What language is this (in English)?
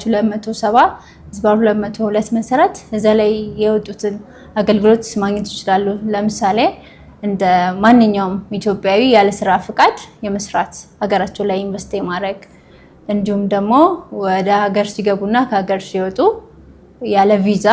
Amharic